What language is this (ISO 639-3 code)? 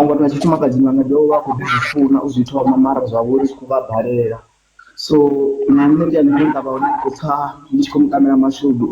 ven